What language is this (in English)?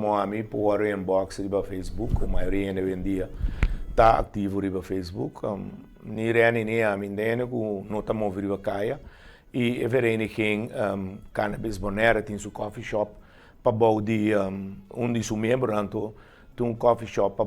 Papiamento